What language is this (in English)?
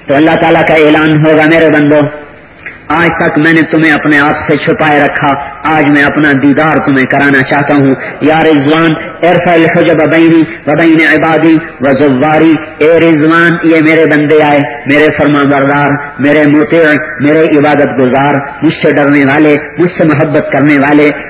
Urdu